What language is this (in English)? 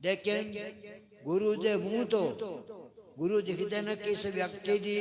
Dogri